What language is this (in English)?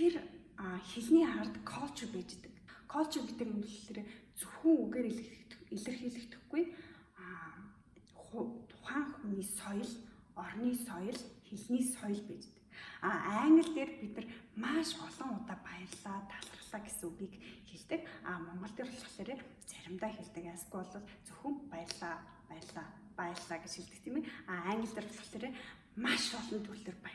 Mongolian